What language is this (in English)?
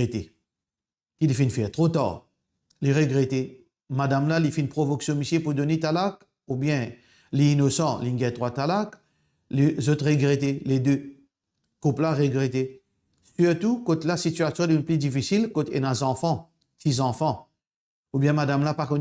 Morisyen